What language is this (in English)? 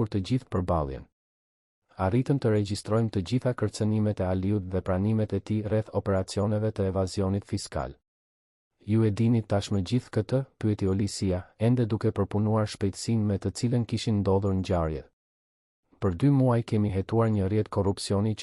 Albanian